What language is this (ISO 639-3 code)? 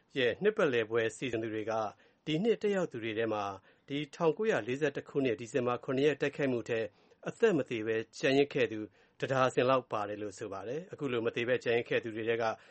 mya